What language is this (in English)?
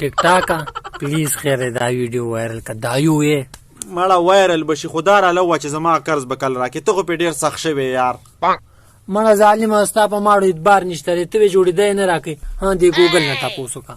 Pashto